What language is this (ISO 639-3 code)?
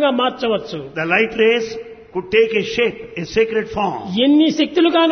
tel